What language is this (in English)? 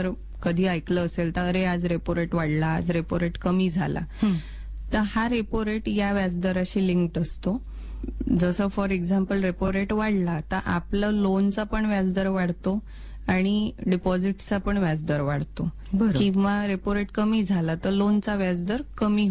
Marathi